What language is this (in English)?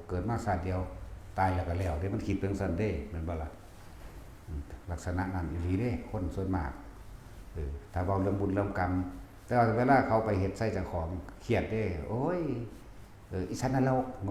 Northeastern Thai